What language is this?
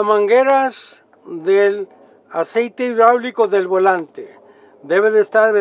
Spanish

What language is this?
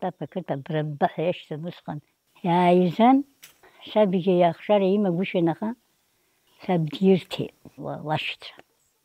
Abkhazian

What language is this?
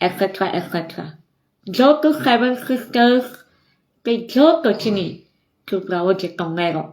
Kok Borok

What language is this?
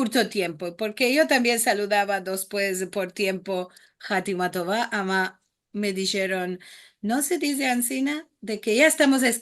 Ladino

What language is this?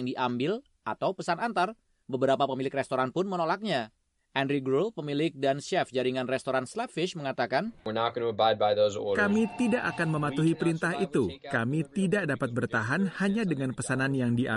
Indonesian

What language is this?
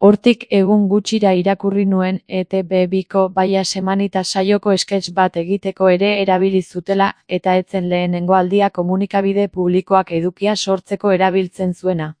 Basque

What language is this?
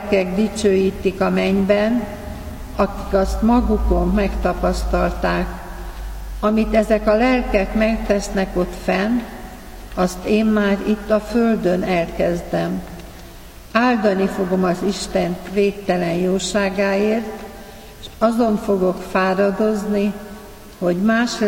Hungarian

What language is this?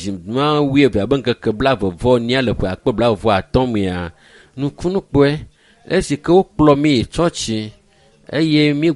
Ewe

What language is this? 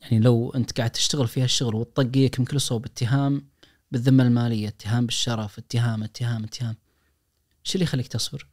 Najdi Arabic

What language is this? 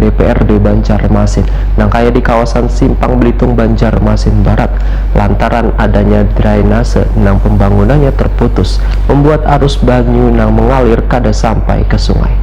Banjar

